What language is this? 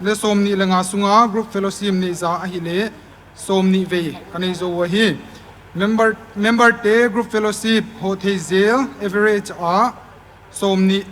Paite Chin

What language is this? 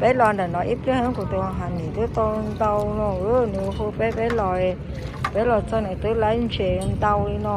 Hmong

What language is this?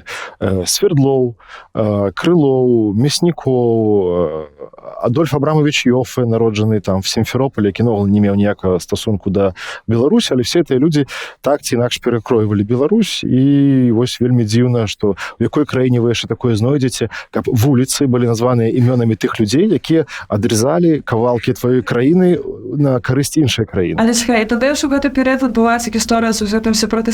Belarusian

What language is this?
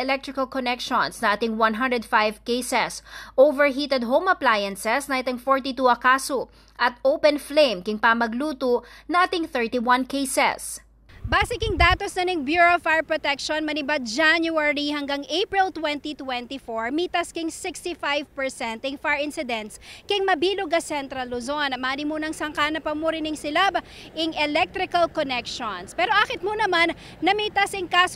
Pampanga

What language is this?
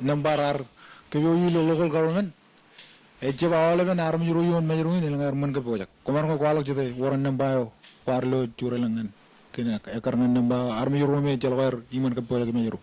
Marshallese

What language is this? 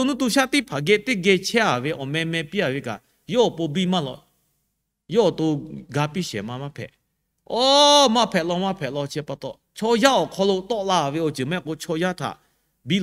Lahu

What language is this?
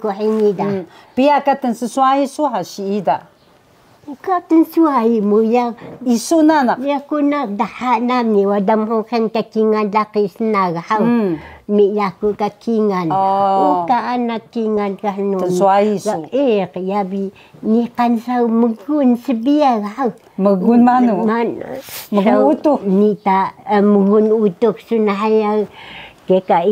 Taroko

